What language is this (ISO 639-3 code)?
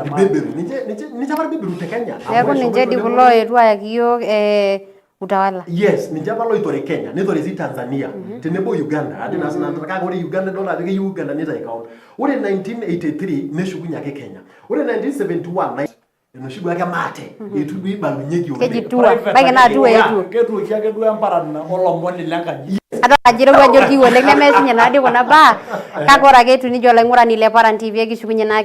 mas